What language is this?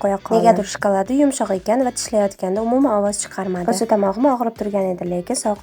Uzbek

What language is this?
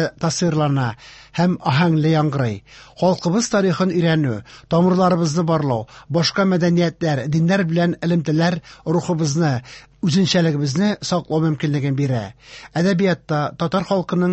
Tatar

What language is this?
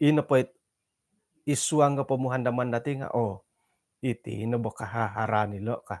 Central Dusun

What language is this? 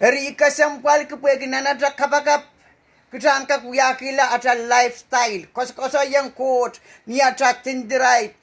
Pohnpeian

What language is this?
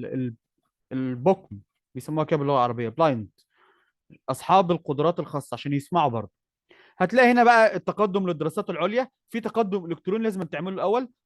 Egyptian Arabic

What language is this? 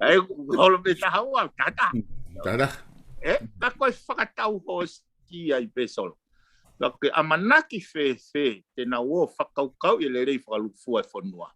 Tongan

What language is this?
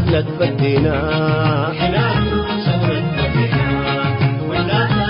Tigre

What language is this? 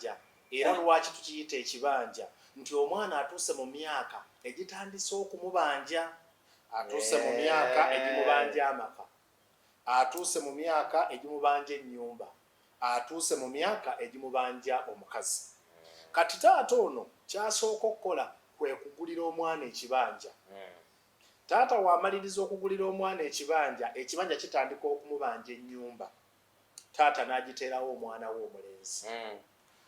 Ganda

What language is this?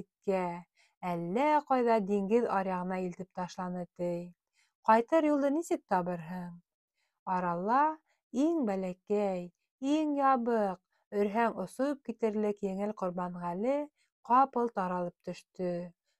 Bashkir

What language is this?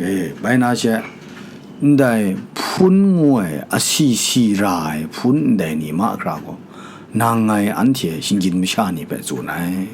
Kachin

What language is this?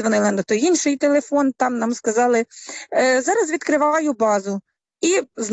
Ukrainian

